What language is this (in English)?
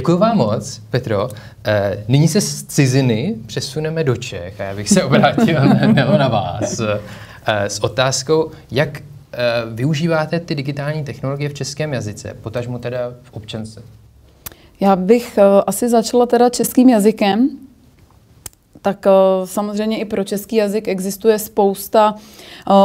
Czech